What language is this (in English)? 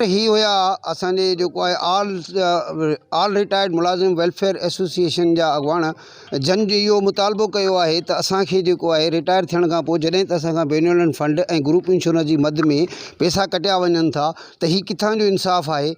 Sindhi